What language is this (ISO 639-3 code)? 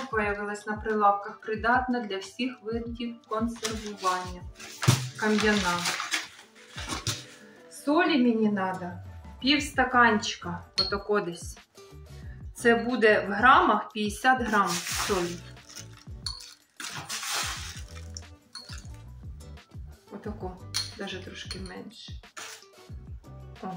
ukr